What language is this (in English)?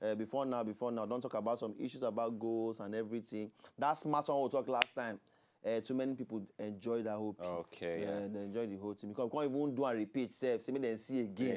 Nigerian Pidgin